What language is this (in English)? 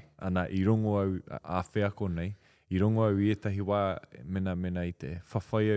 Māori